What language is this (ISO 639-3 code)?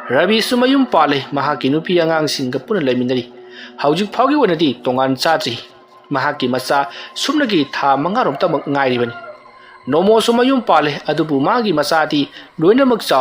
mni